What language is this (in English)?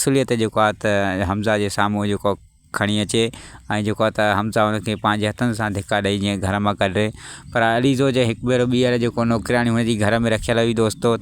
Sindhi